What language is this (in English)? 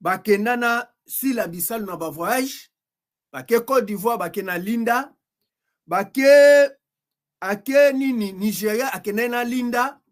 Lingala